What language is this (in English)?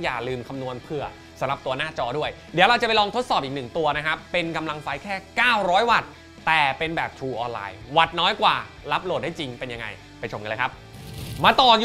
Thai